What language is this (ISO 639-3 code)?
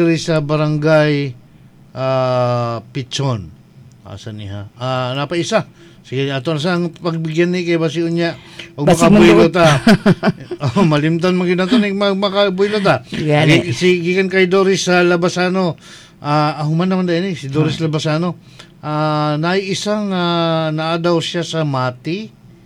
ceb